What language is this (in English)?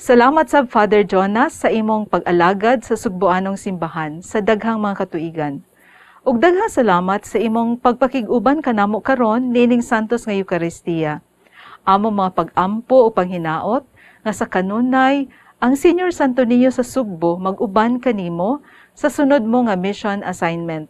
Cebuano